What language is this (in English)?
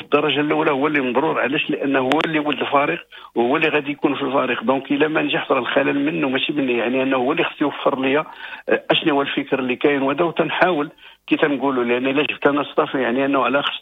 Moroccan Arabic